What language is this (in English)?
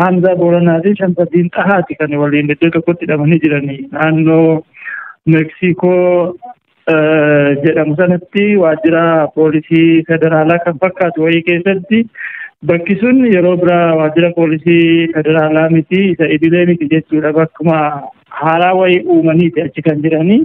Oromo